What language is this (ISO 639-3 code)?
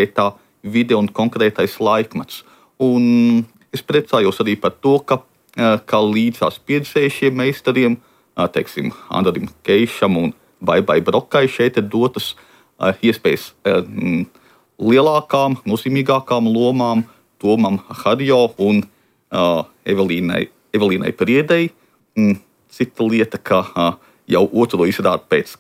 lav